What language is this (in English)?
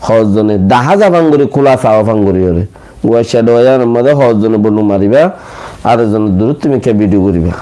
Rohingya